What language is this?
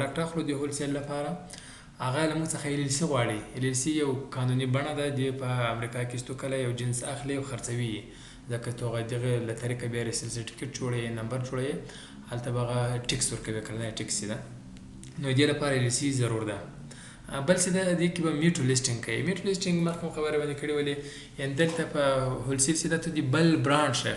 Pashto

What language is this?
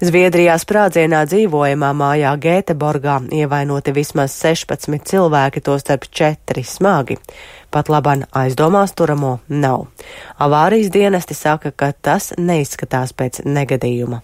Latvian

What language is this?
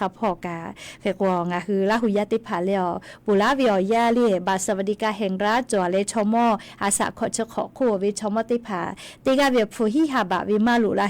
Lahu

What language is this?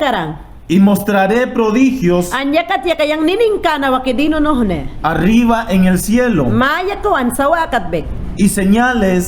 Mayangna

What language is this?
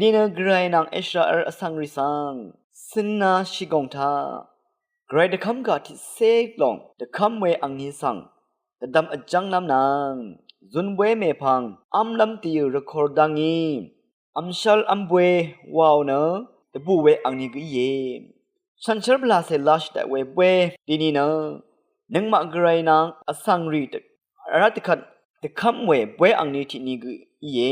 Rawang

